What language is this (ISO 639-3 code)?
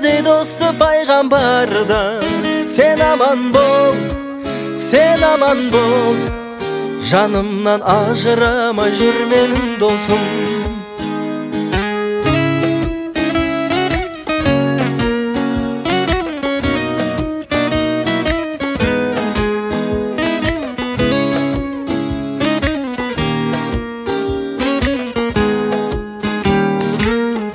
kaz